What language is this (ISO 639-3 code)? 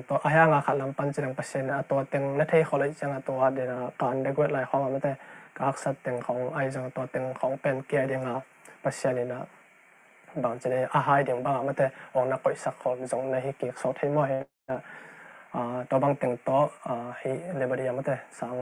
ctd